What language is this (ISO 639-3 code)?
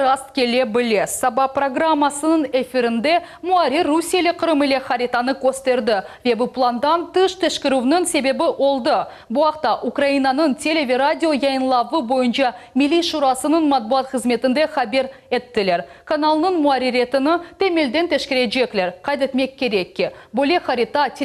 crh